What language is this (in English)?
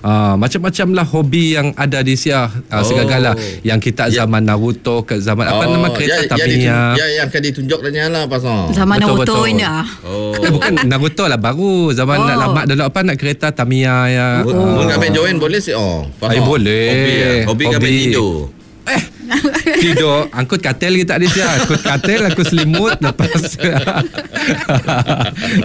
Malay